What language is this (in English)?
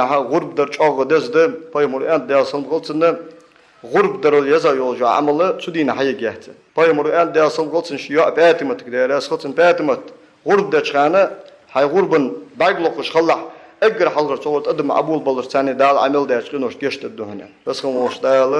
Ingush